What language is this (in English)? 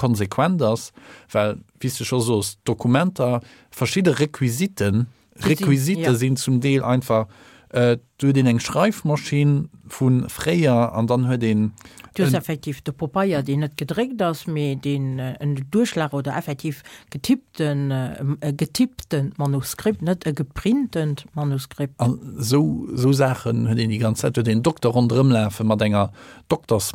Luxembourgish